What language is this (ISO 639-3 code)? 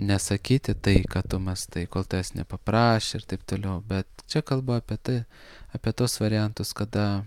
lit